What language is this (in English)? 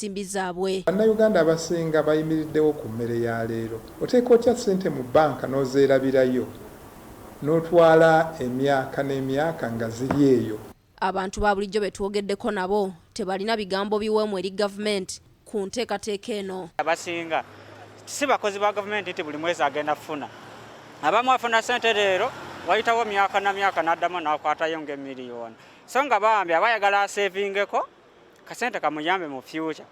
Ganda